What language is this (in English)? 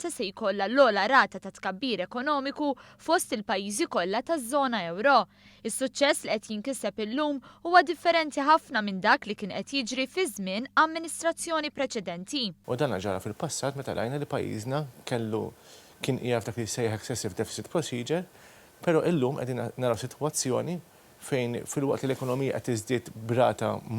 Maltese